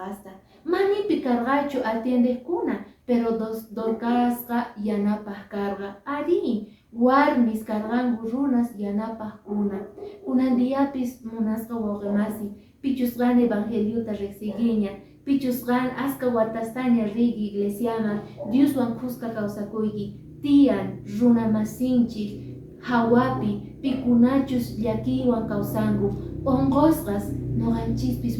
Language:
Quechua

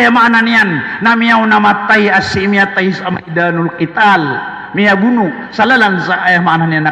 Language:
Maranao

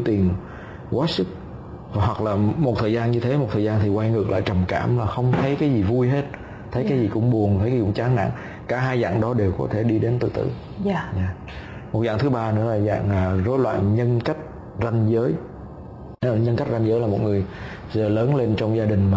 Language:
Vietnamese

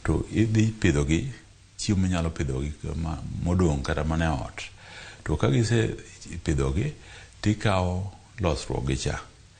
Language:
Luo (Kenya and Tanzania)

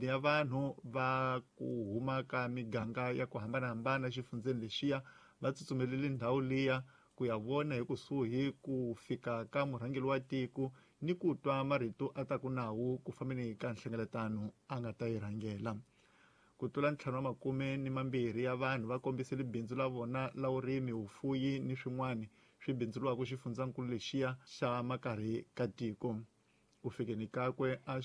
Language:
Tsonga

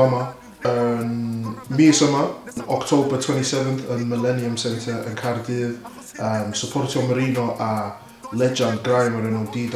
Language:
Welsh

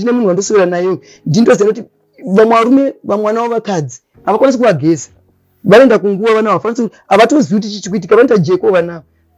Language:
Shona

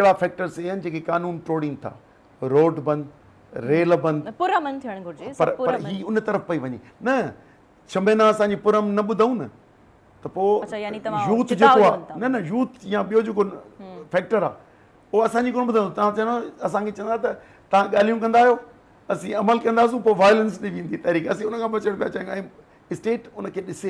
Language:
Sindhi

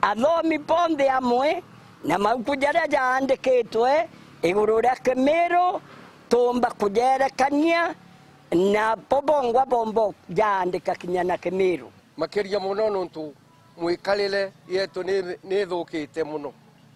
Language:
Meru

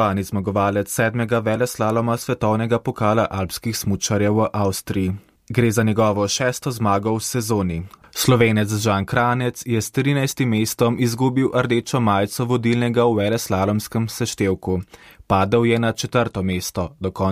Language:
Slovenian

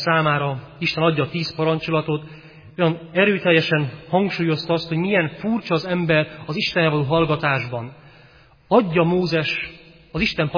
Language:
Hungarian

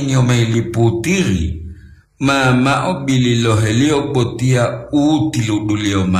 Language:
Gorontalo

